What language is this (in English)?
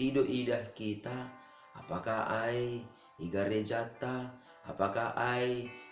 Batak Simalungun